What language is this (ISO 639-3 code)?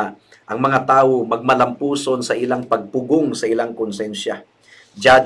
ceb